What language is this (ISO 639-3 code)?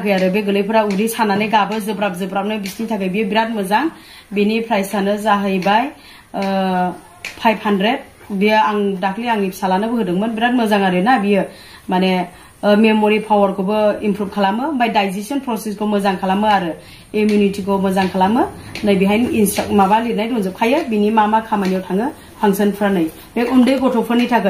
brx